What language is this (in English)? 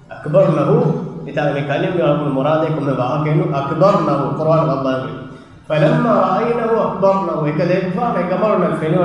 Divehi